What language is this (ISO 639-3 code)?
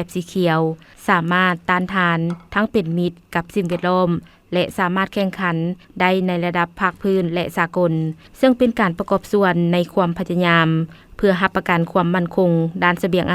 lao